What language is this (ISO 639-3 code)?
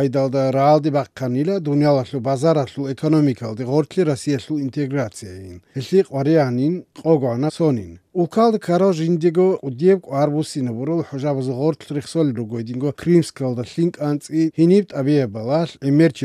ava